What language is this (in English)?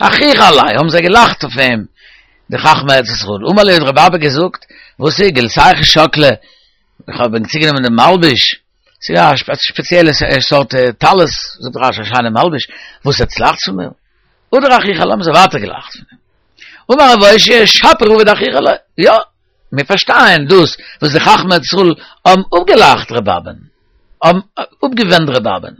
Yiddish